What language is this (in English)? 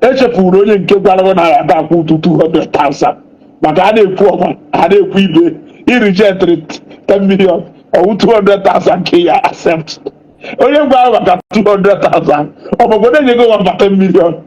Igbo